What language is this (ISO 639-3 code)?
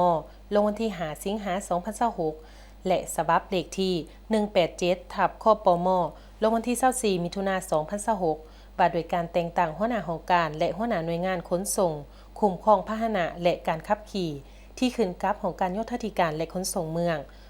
lao